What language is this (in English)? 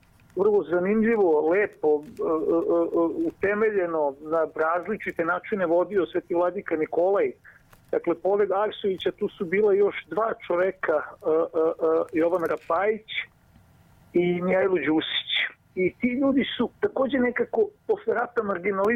Serbian